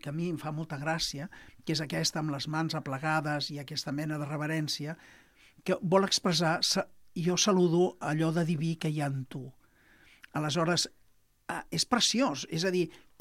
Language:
Catalan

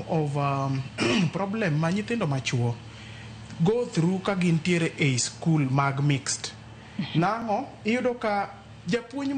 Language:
Luo (Kenya and Tanzania)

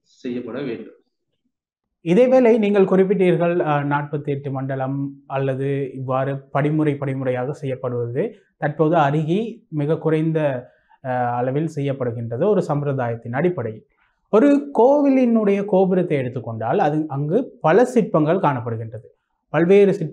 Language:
Tamil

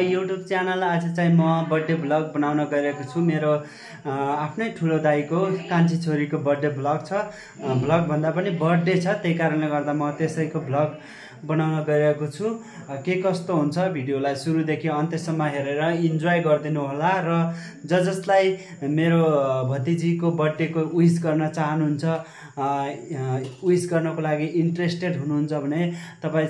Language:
Nepali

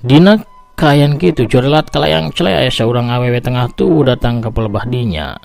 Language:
Sundanese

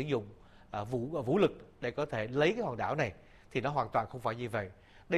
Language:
Vietnamese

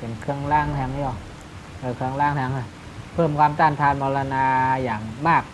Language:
Shan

